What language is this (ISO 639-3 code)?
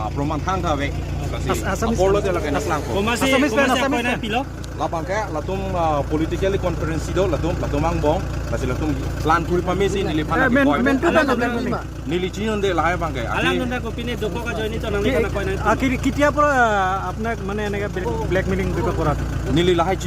mjw